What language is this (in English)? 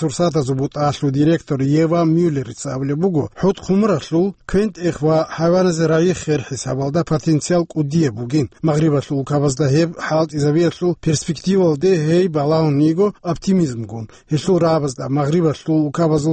Avaric